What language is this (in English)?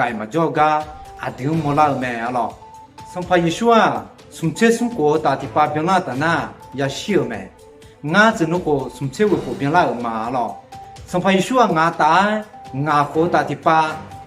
Akha